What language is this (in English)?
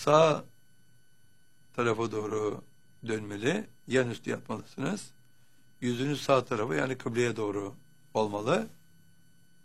Turkish